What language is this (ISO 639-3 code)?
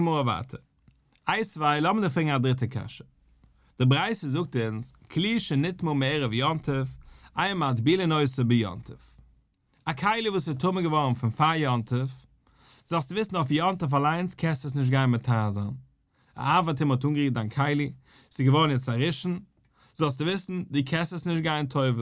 yid